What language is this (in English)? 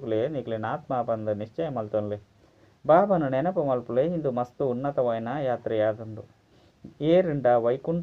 Tulu